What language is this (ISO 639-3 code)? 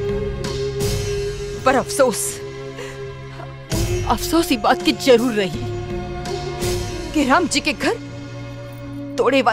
bho